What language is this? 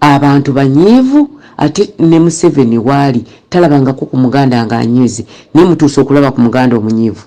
Ganda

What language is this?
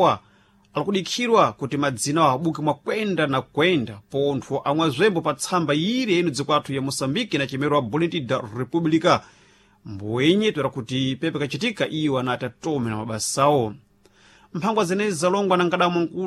Sena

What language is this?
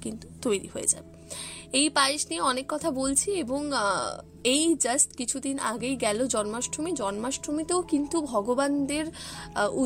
Bangla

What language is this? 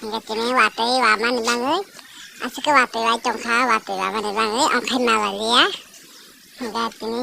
Kok Borok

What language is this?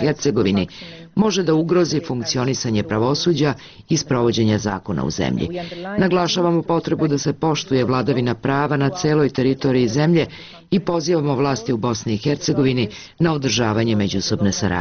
Serbian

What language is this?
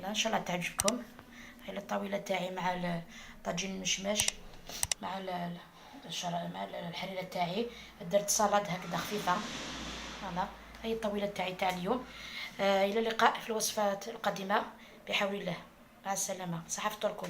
Algerian Arabic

